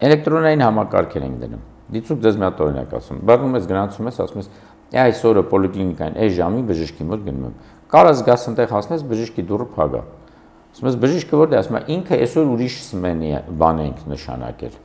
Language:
Armenian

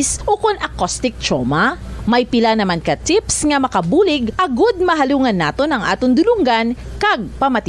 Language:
Hiligaynon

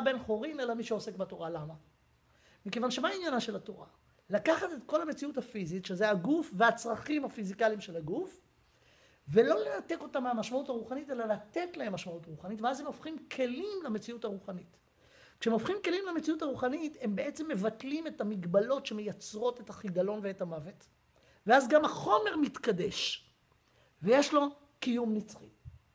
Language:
Hebrew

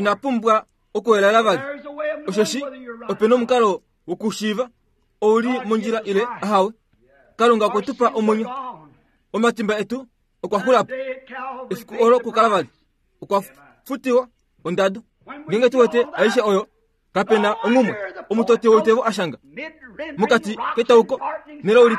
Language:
Kuanyama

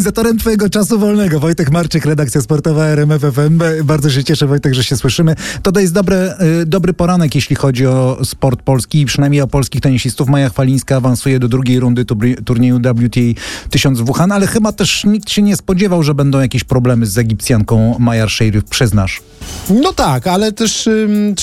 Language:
Polish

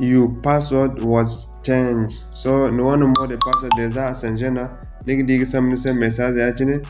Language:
Zarma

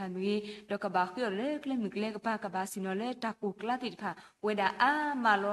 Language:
S'gaw Karen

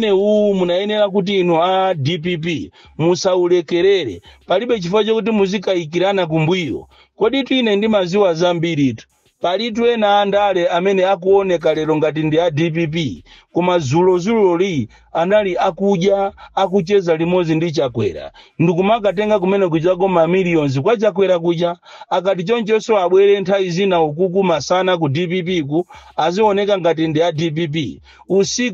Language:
Nyanja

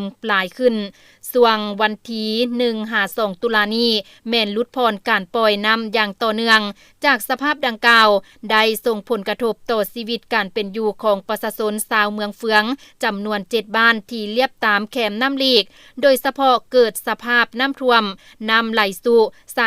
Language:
Lao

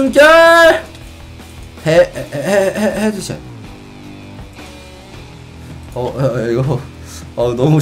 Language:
Korean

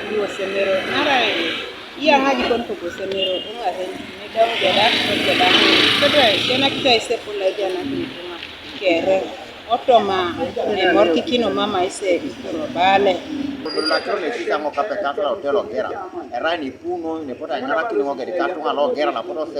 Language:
Teso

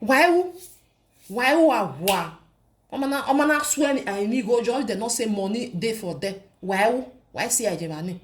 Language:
Nigerian Pidgin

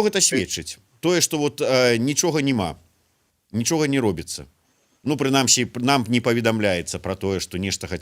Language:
Belarusian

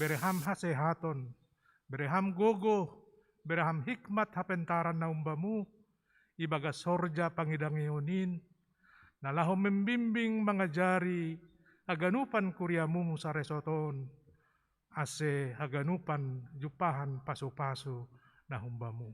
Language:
Batak Simalungun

